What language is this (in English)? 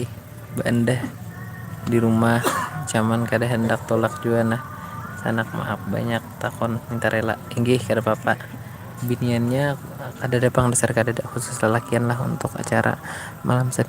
Banjar